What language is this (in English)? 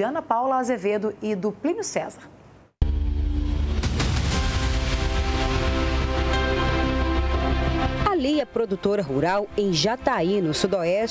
Portuguese